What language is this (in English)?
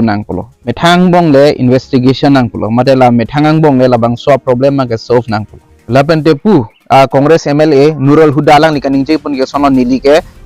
Karbi